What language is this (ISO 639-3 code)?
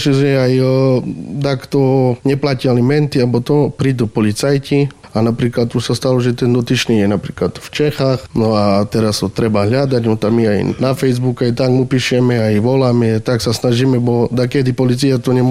slk